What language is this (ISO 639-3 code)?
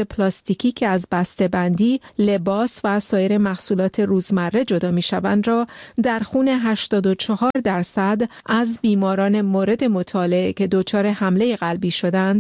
fas